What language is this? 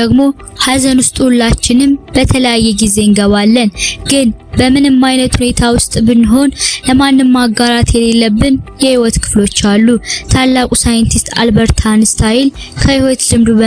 Amharic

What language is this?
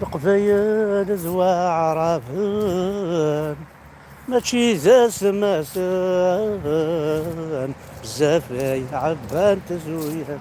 Kabyle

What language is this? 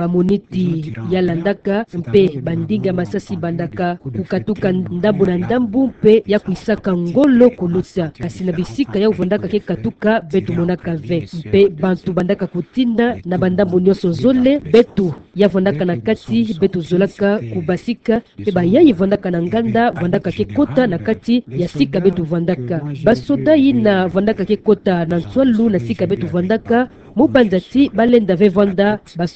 Kituba (Democratic Republic of Congo)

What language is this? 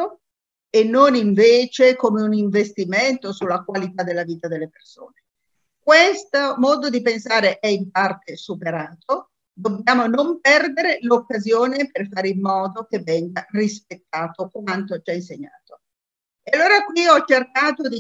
Italian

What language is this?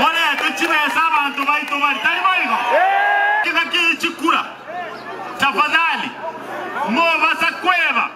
Gusii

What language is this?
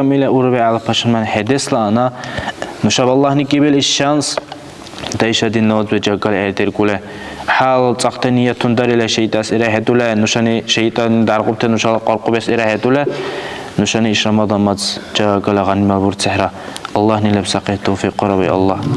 Dargwa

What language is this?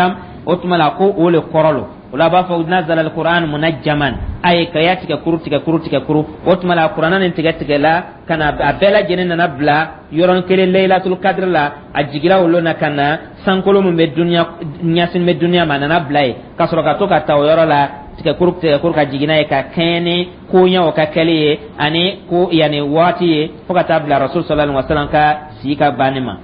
Dyula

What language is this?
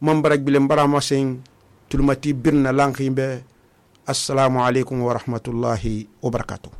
Susu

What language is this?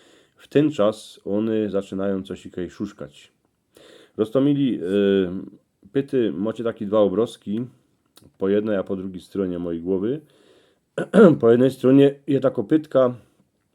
Silesian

